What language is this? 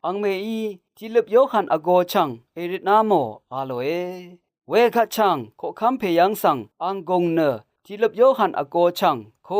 Rawang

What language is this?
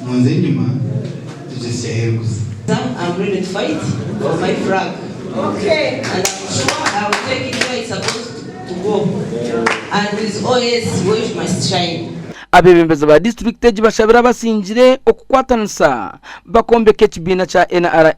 Nyankole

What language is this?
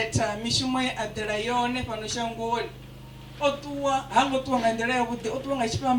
Venda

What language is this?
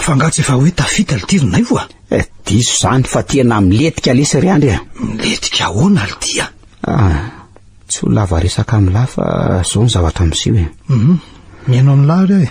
Malagasy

